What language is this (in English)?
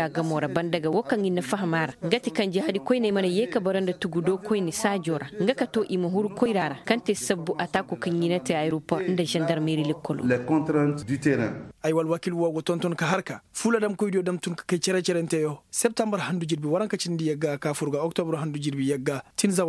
Koyraboro Senni